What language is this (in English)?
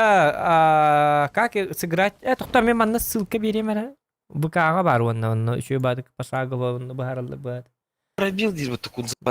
Yakut